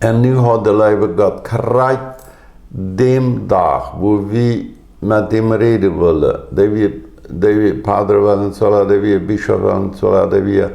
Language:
Plautdietsch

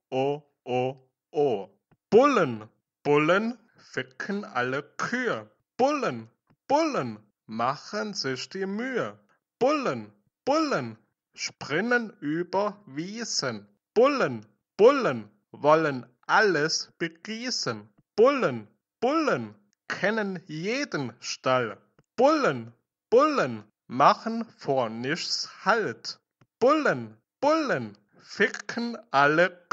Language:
German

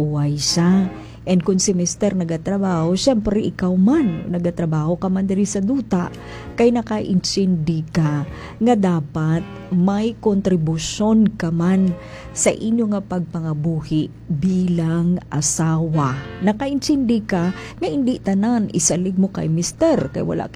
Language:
Hiligaynon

